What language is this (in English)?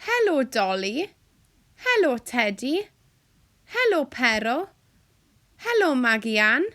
Welsh